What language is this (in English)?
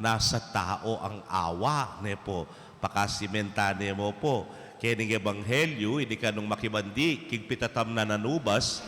Pampanga